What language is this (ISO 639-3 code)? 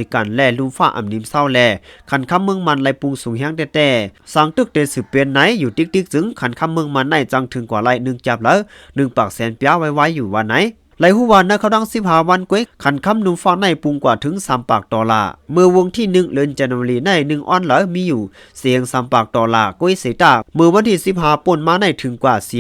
shn